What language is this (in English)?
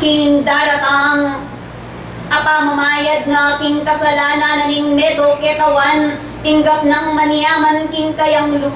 Pampanga